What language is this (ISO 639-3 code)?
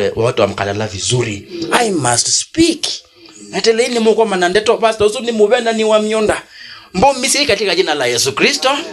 kam